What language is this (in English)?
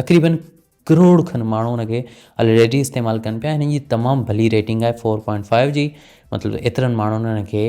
Sindhi